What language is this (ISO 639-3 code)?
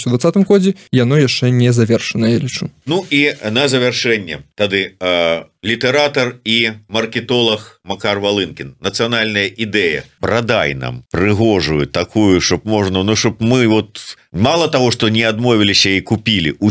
bel